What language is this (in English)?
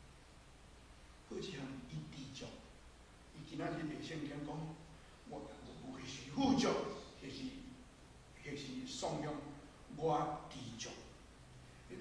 Min Nan Chinese